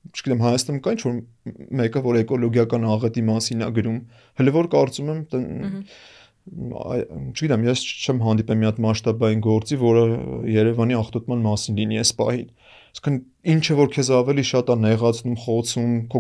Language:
Armenian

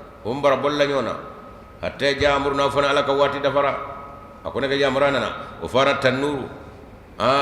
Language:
Bambara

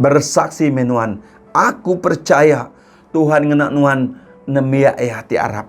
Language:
Iban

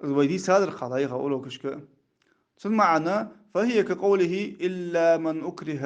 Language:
Ingush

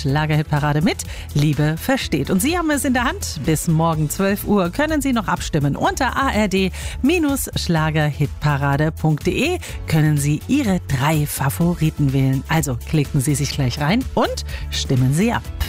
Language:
German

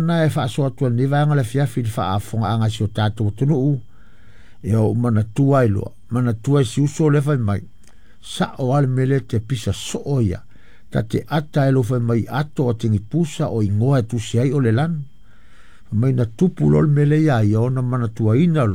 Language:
Samoan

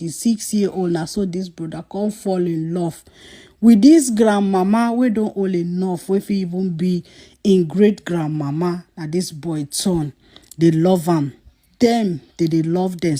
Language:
Nigerian Pidgin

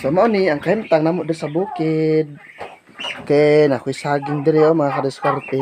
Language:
Cebuano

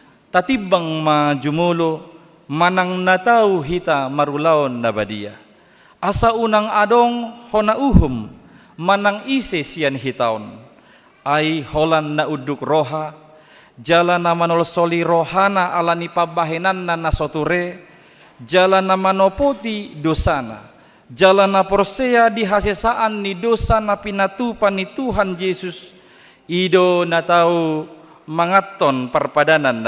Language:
Batak Toba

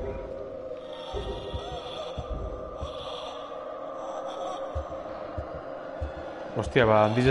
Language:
Basque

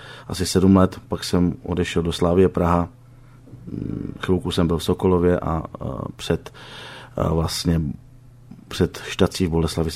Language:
Czech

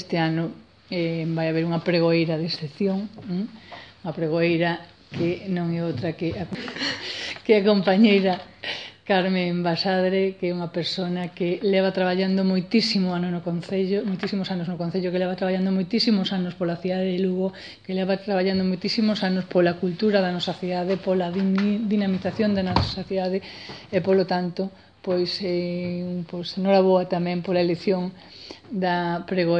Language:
Galician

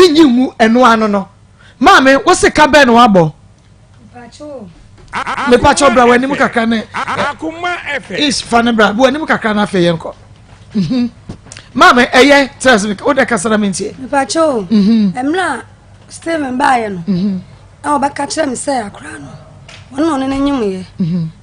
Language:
Akan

